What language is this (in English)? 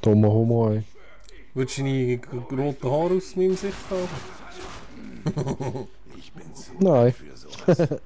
Swiss German